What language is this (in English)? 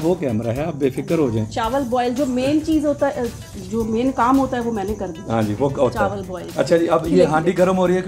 Hindi